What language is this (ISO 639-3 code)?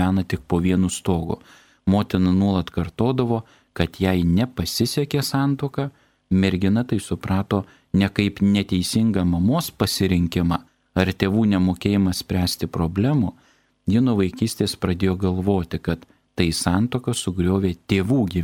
lit